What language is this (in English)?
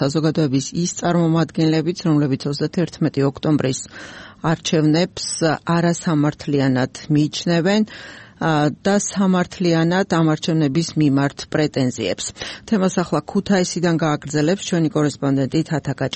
Georgian